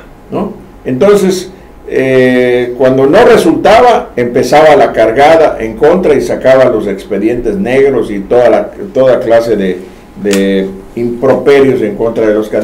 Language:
Spanish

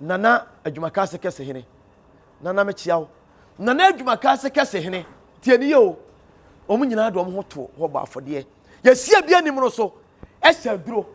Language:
Akan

